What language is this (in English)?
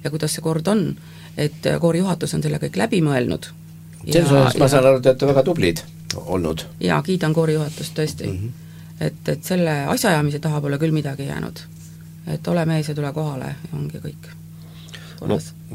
Estonian